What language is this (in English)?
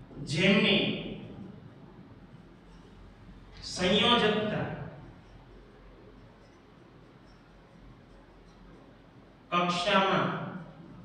Gujarati